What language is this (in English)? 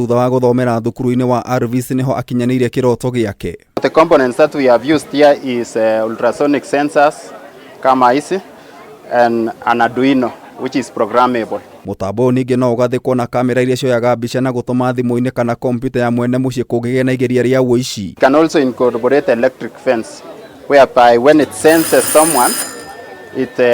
Kikuyu